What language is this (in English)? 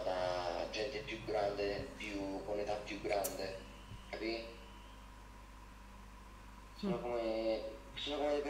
Italian